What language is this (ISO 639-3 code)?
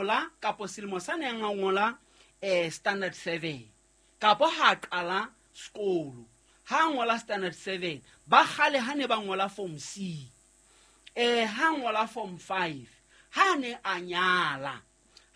sot